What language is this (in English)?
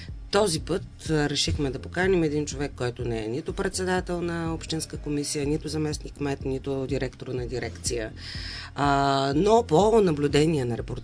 Bulgarian